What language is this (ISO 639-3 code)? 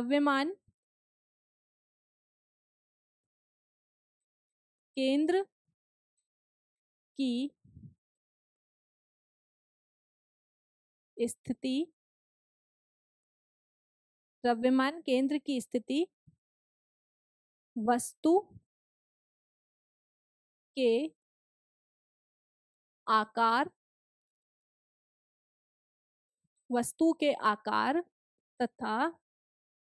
hin